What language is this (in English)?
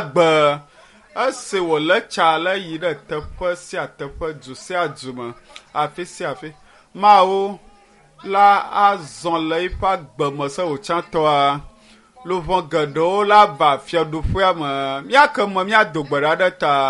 Ewe